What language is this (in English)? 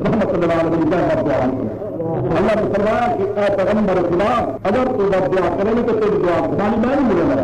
Saraiki